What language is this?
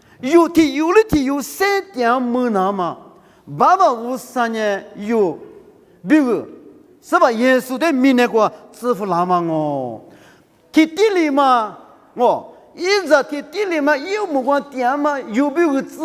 Lisu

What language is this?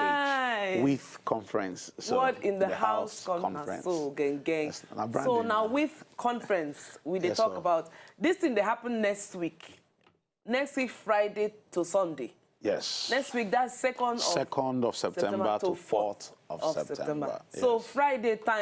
Nigerian Pidgin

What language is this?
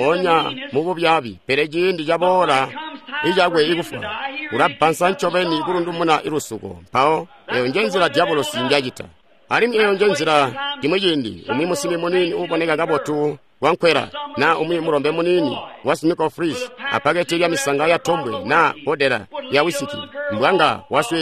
Tonga (Zambia)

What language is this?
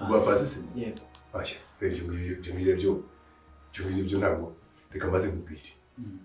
Kinyarwanda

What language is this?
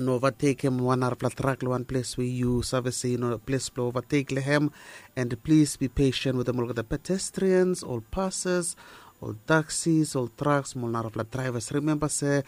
Bislama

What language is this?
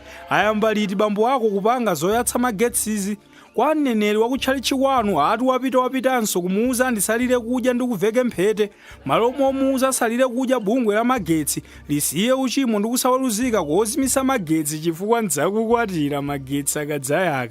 Nyanja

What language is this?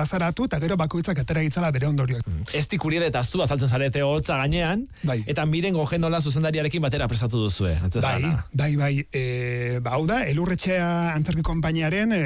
Basque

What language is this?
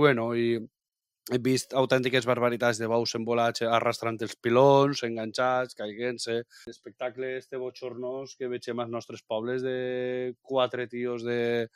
Catalan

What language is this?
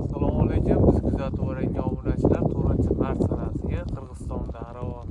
Uzbek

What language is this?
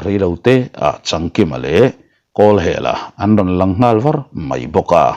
Mizo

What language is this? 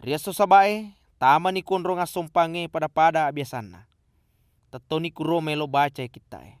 Buginese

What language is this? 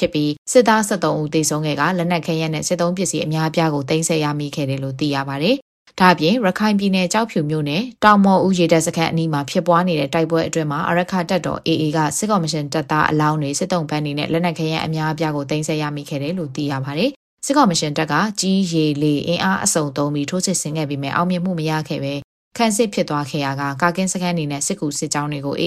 Burmese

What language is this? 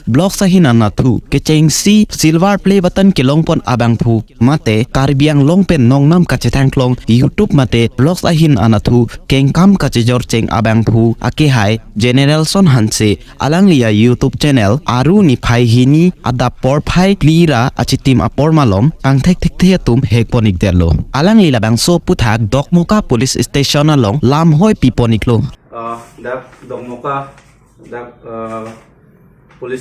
Karbi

